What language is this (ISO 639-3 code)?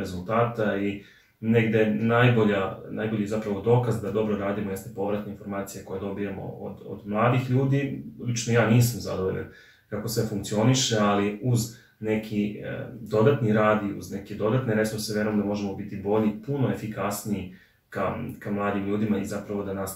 srp